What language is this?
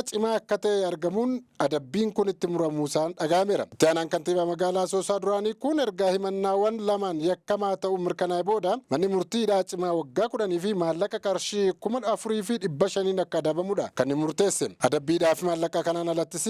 Oromo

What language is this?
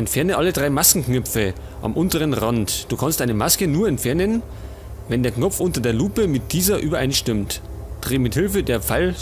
Bavarian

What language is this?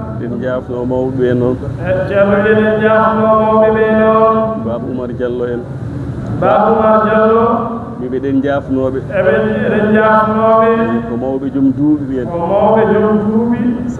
Fula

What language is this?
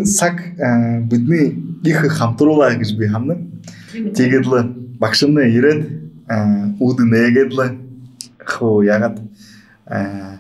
Buriat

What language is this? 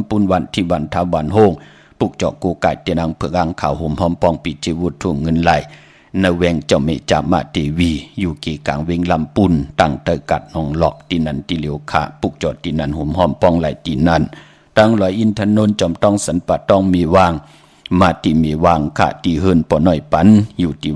Shan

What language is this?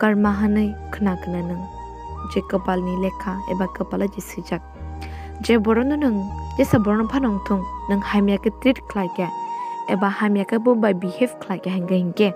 Kok Borok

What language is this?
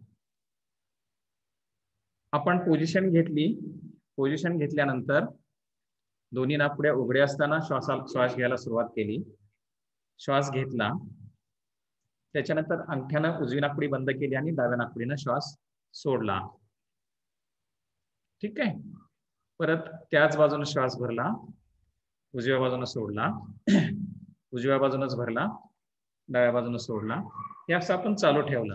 Marathi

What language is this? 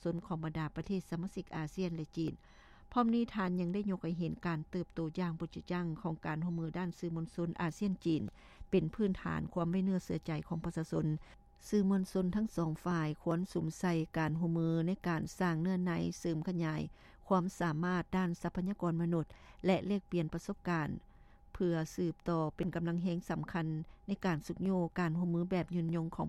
Lao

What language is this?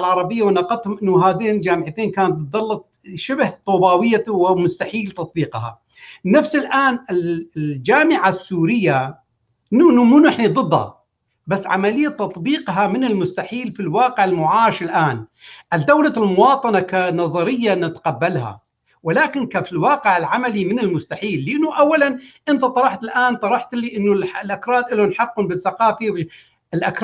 North Levantine Arabic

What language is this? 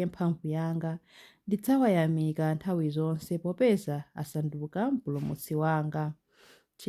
Nyanja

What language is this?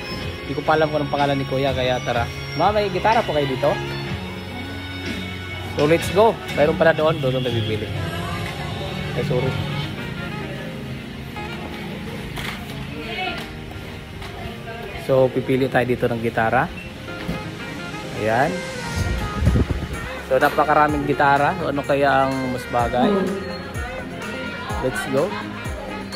Filipino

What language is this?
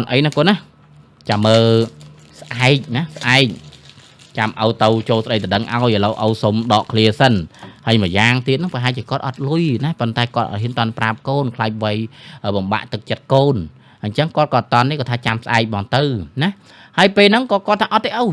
Khmer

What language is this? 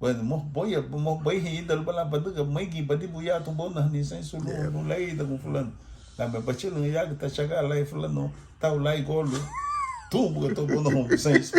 Garifuna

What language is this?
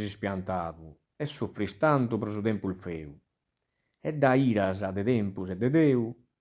Sardinian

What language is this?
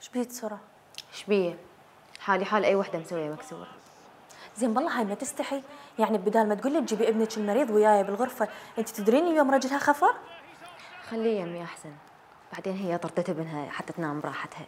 Mesopotamian Arabic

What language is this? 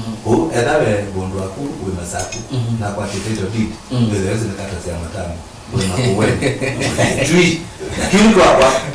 Kamba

